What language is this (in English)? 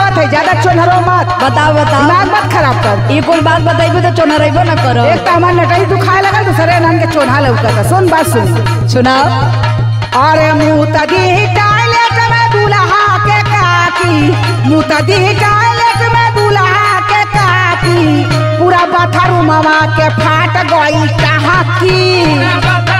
Bhojpuri